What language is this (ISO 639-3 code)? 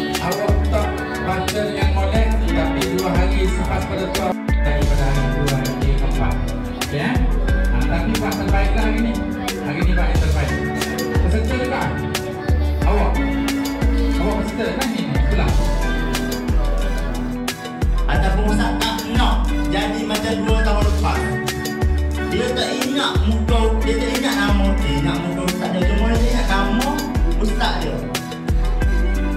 msa